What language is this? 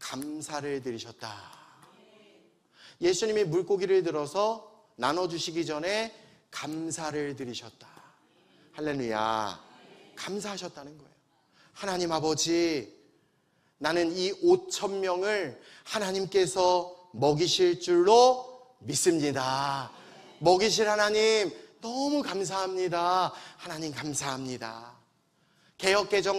Korean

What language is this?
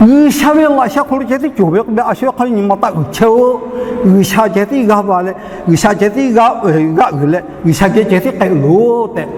Lahu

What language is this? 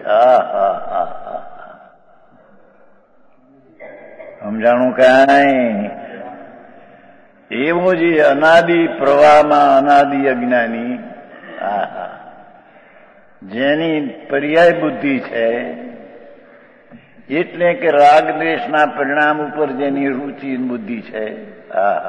Gujarati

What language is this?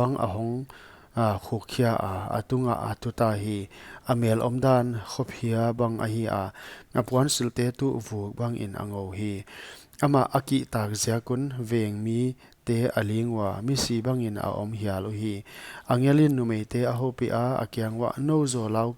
Paite Chin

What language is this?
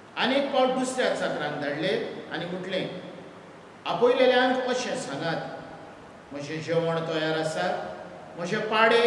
Konkani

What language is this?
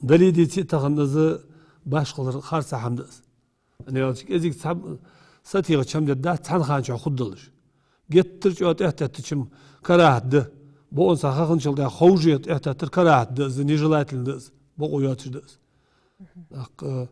Ingush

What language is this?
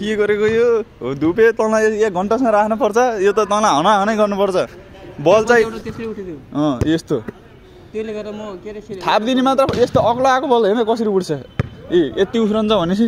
Nepali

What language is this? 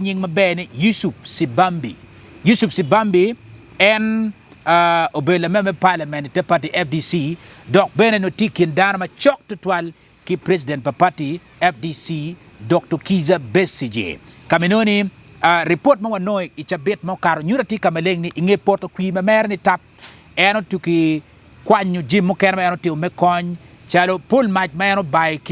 Acoli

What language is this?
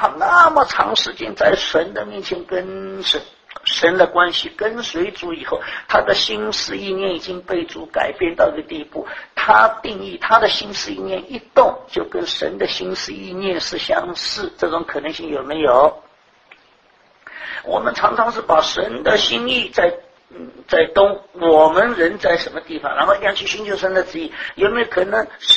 Chinese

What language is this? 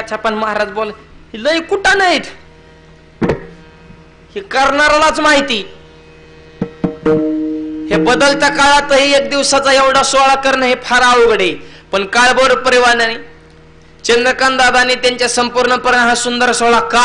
Marathi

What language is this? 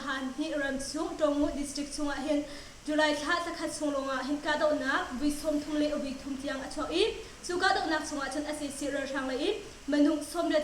Hakha Chin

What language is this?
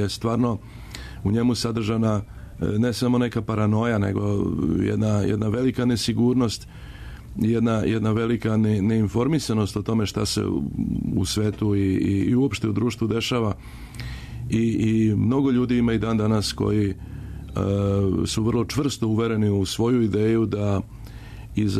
Serbian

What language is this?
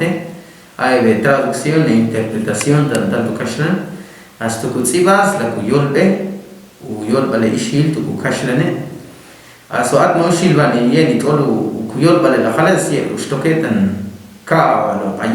Ixil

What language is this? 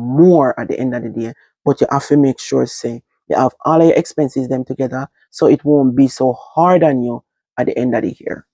Jamaican Creole English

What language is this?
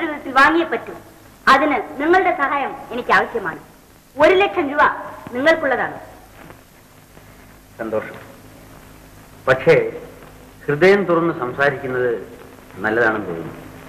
Malayalam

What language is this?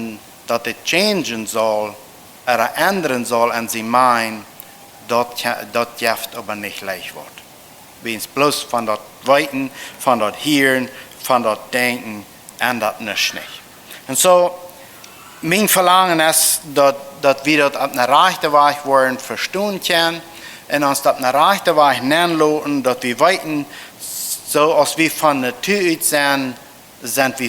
Plautdietsch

